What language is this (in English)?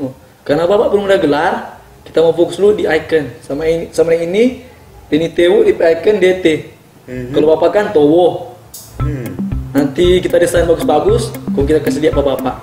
Manado Malay